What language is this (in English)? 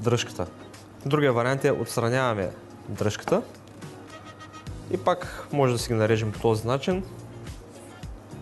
Bulgarian